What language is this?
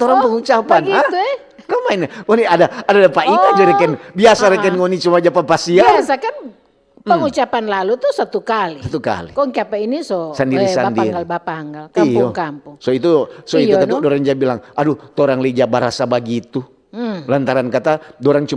Manado Malay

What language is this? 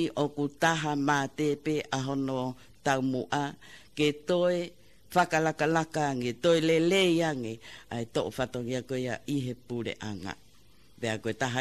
Tongan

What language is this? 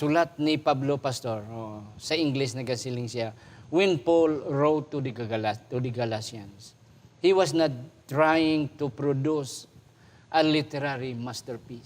Hiligaynon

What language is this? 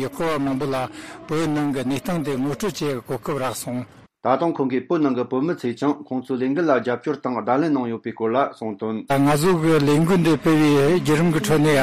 Tibetan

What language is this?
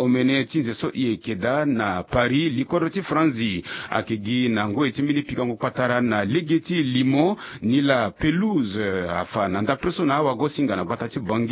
Sango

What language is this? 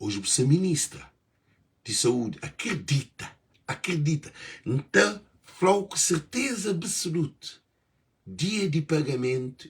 Kabuverdianu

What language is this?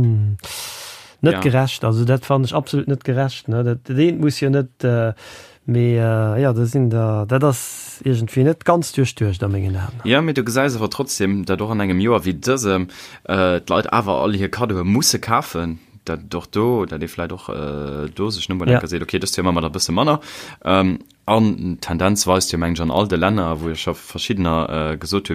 Luxembourgish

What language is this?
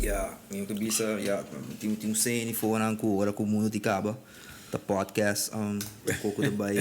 Papiamento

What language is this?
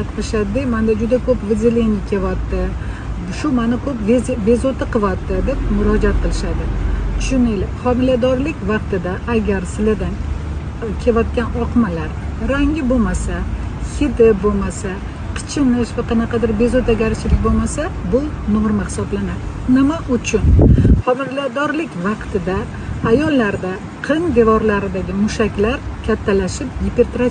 Uzbek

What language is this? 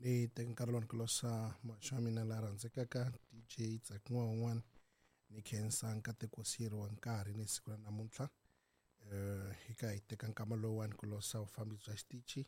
Tsonga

